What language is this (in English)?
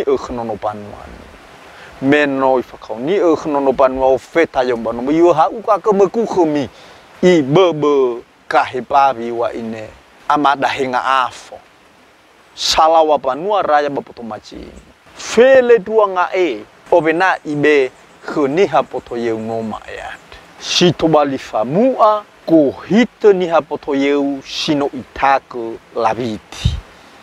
Nias